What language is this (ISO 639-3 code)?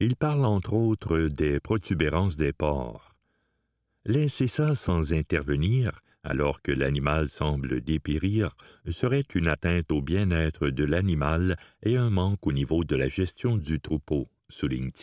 fra